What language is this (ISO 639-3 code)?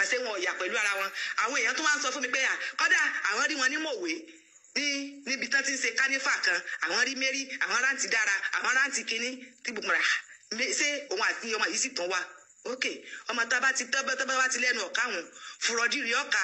yor